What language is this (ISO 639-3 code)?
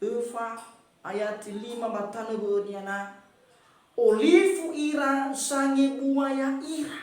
nia